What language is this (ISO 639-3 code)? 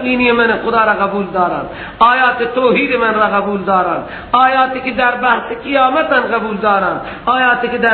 fas